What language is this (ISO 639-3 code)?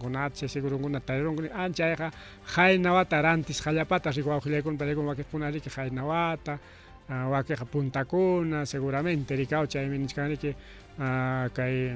quy